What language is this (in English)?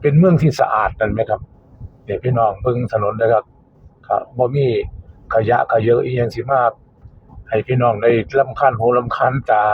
Northeastern Thai